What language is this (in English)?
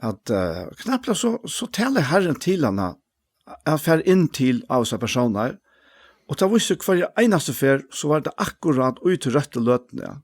Faroese